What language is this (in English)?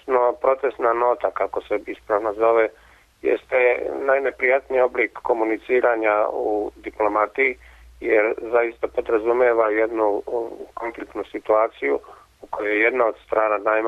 Serbian